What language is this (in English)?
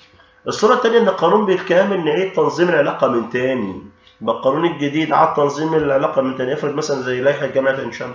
Egyptian Arabic